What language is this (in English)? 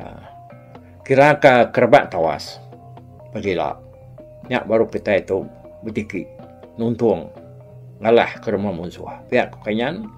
Iban